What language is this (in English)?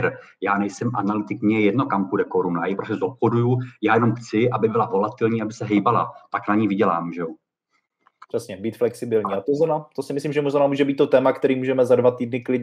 Czech